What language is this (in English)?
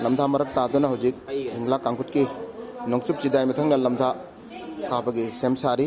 Manipuri